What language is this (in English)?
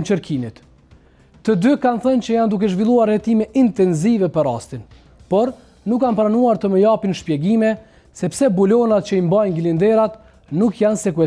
Albanian